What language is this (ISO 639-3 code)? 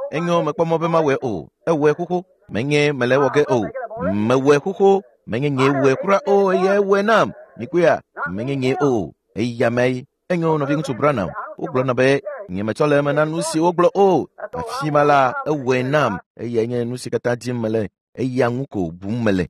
ewe